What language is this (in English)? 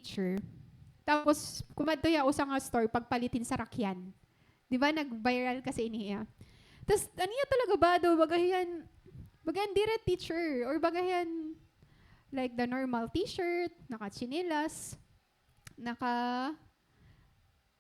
Waray